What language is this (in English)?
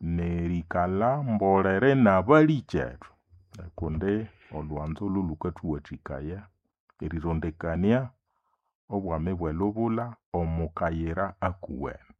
Nande